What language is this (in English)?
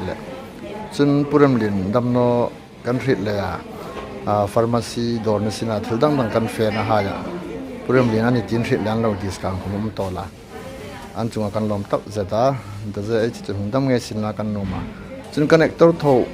Hmar